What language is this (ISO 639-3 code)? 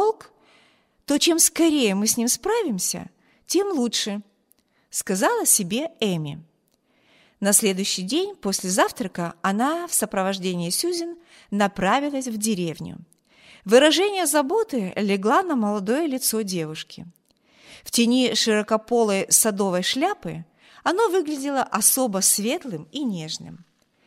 rus